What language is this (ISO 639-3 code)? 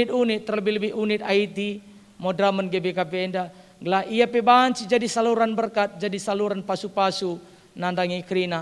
btx